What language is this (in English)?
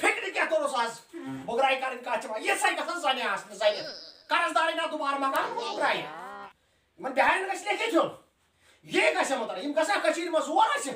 Kashmiri